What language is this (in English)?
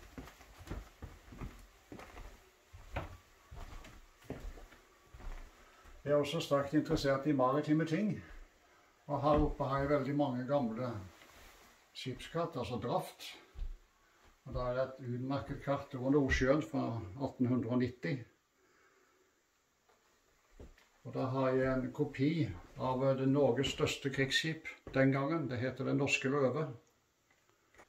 Norwegian